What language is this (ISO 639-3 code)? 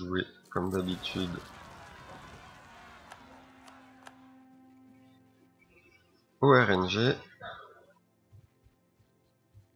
fra